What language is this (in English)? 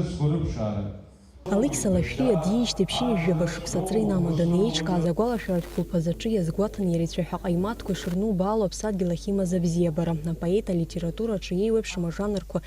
Abkhazian